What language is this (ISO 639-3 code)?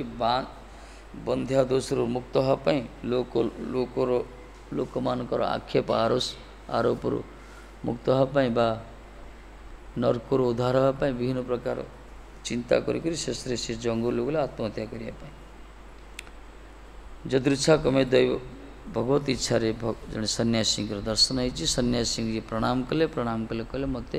ori